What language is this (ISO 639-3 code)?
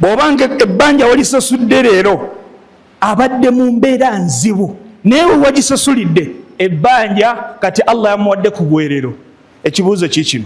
lug